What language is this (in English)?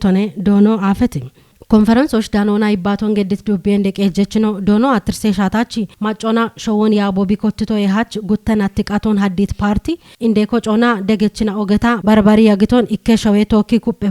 Kafa